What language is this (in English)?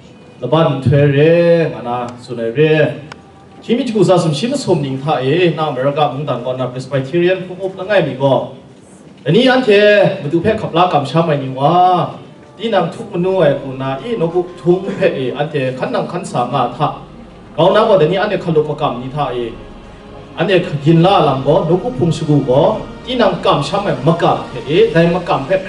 Kachin